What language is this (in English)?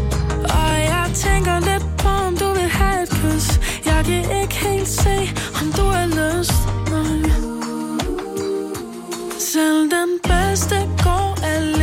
Danish